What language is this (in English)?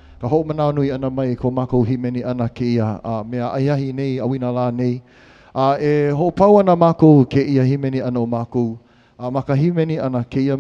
Hawaiian